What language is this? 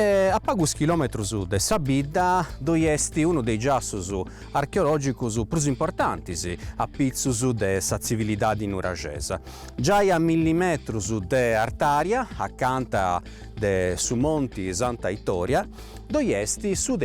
Sardinian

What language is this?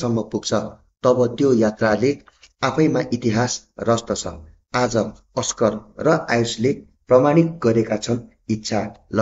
Nepali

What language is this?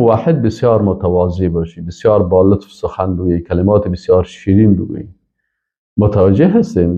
Persian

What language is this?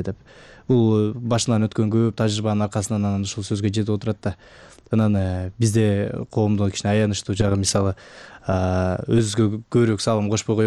Kyrgyz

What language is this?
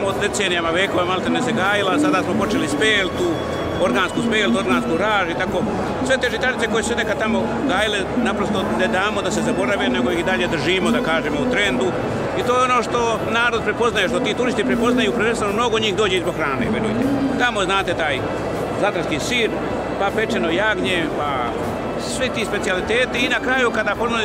Serbian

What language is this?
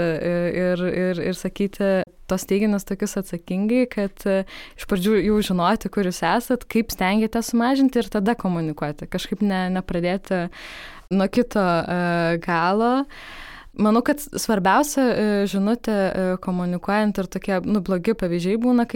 Lithuanian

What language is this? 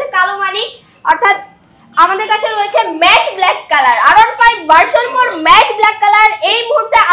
Bangla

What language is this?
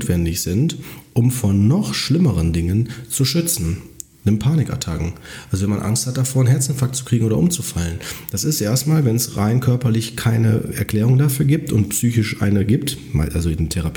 German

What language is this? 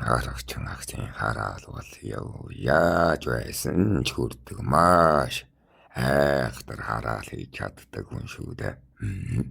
Mongolian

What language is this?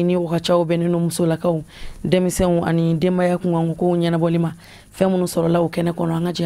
Bambara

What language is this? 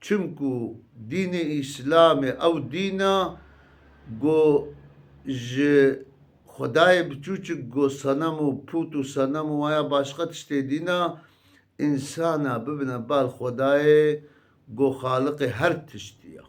Kurdish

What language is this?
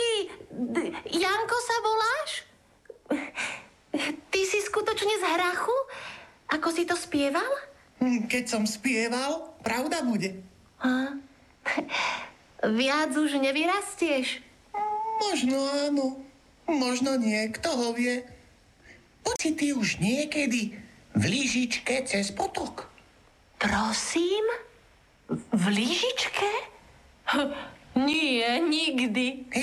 Slovak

